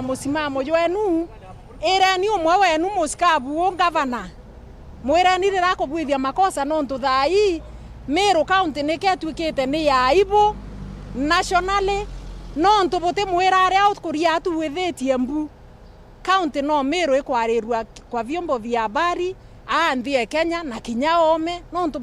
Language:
Meru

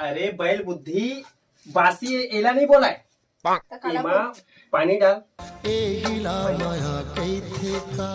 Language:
Chhattisgarhi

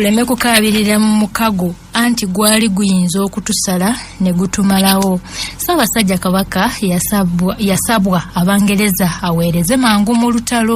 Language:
Ganda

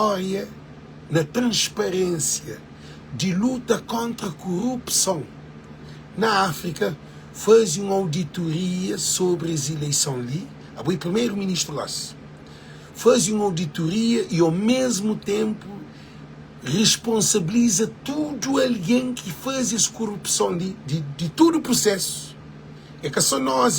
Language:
Kabuverdianu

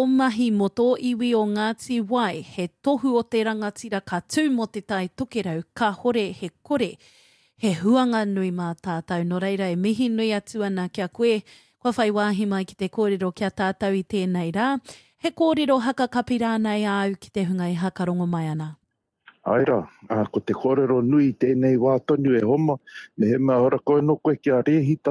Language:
Māori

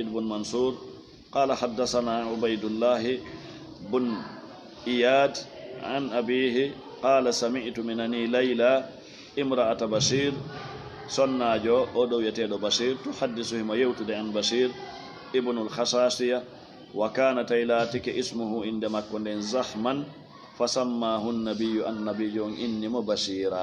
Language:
Fula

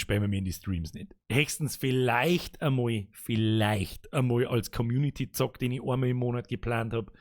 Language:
Bavarian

